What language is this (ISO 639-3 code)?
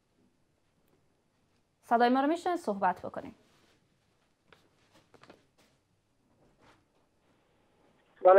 fas